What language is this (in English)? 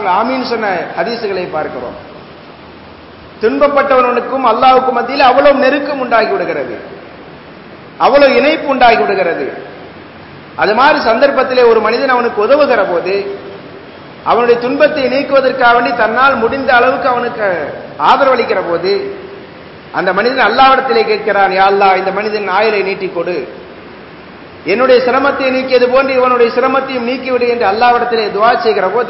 Tamil